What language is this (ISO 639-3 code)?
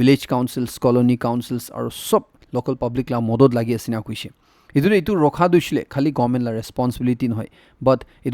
nag